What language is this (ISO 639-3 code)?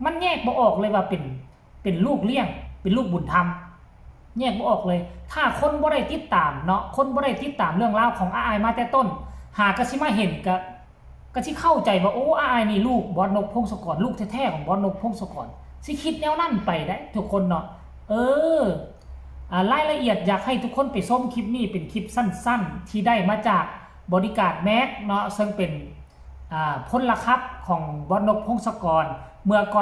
tts